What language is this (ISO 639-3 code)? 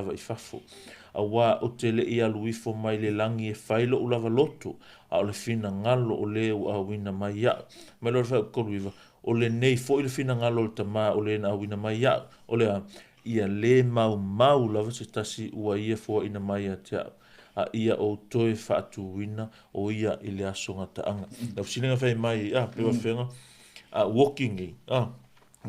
smo